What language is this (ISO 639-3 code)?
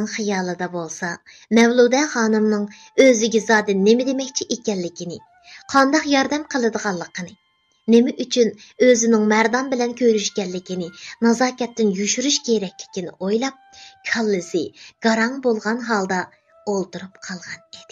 uig